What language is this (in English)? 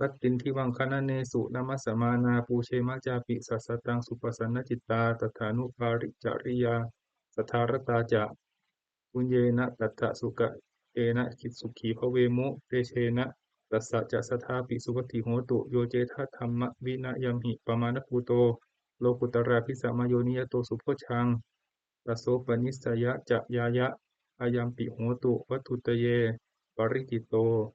Pali